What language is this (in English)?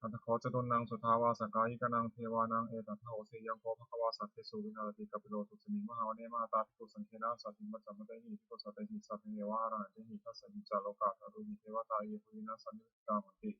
Pali